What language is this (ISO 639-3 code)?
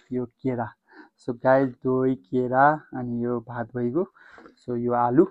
nep